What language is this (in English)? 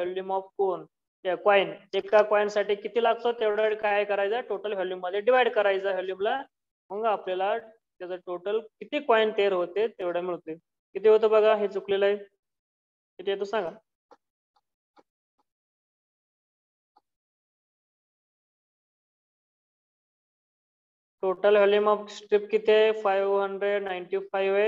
Marathi